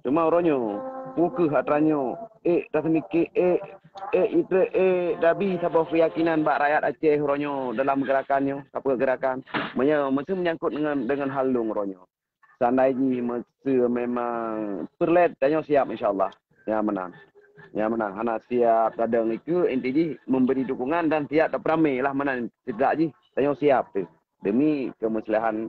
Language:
Achinese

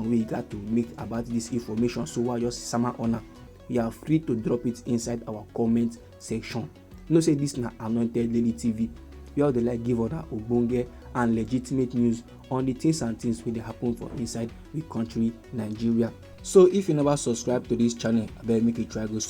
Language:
Nigerian Pidgin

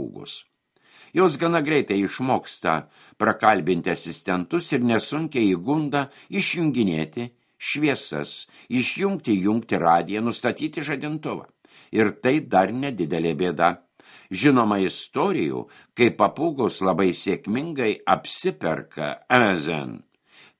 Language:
Lithuanian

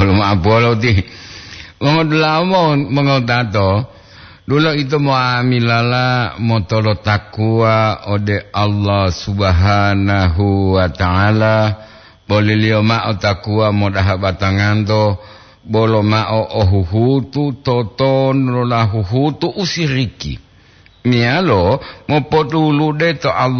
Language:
Gorontalo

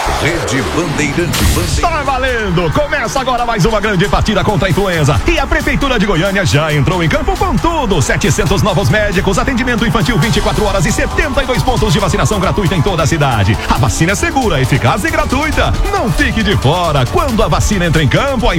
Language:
Portuguese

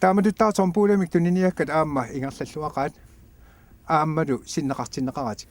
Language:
Kalaallisut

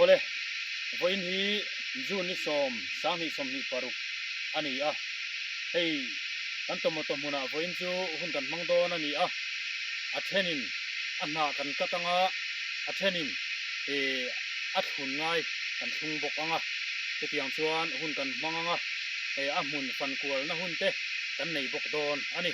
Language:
Mizo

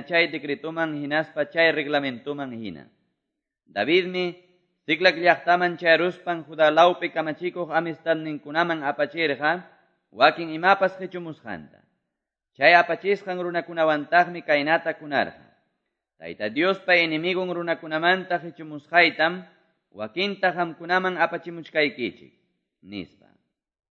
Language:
Quechua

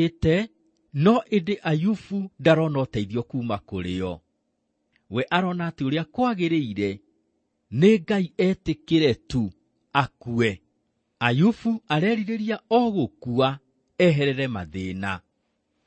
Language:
Kikuyu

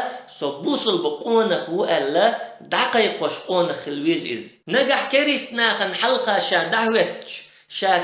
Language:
Chechen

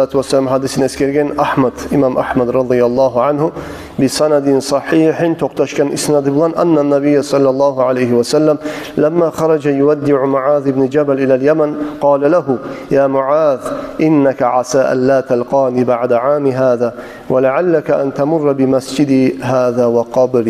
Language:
Kumyk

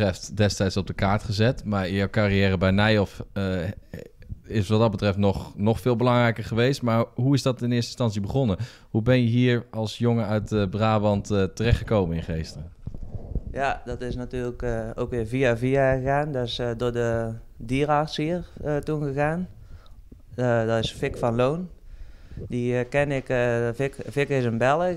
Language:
Dutch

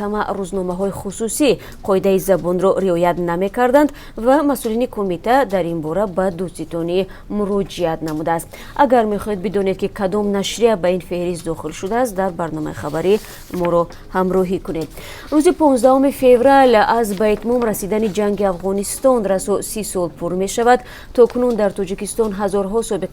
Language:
Tajik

